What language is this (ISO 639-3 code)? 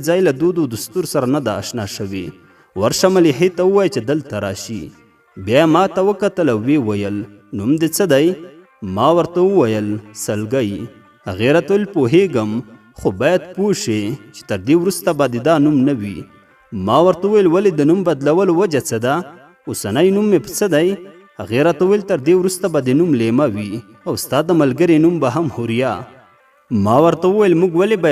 pus